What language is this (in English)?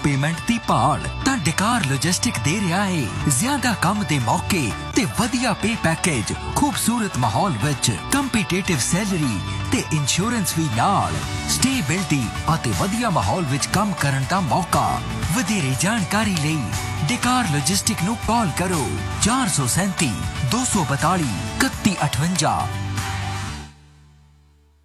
Punjabi